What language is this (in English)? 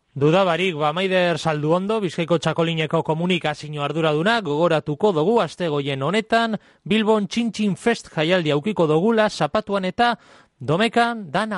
Basque